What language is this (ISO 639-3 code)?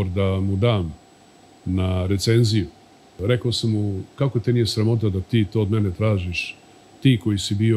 srp